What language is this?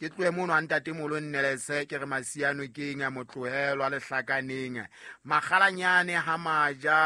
Southern Sotho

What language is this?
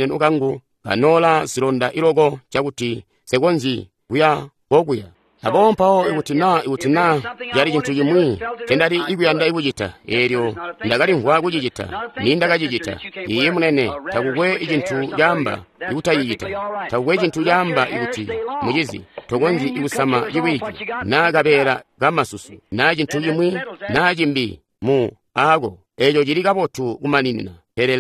Tonga (Zambia)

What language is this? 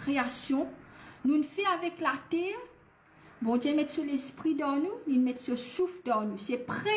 Morisyen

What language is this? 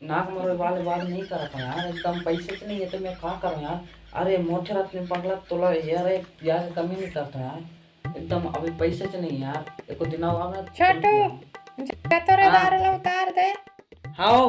Chhattisgarhi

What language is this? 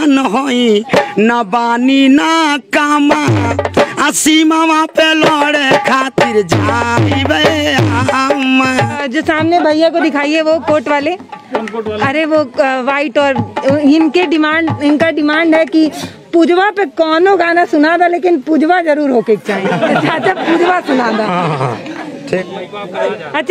Bhojpuri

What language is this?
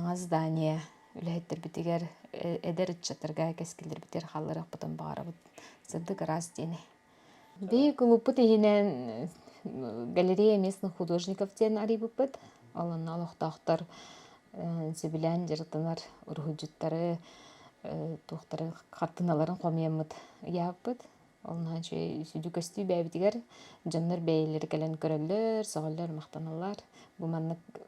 Yakut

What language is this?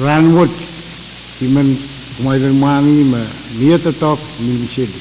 Pohnpeian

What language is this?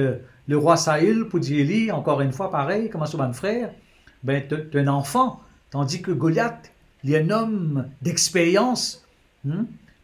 Morisyen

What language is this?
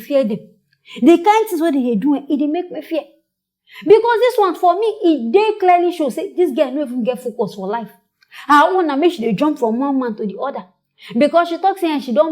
Nigerian Pidgin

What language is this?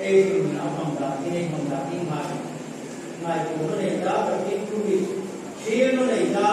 Hmar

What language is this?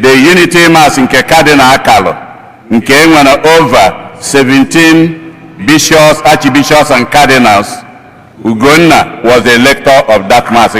Igbo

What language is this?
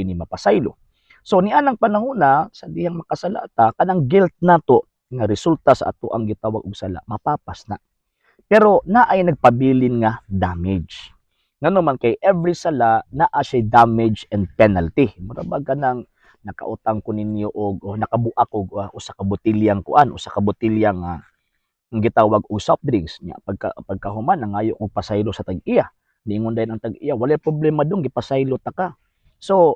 Cebuano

